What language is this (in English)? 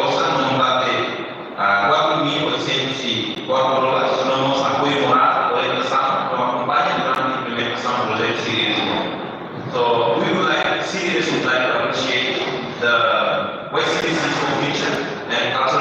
Tetum